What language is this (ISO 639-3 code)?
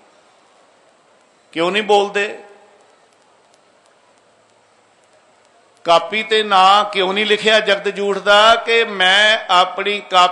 pan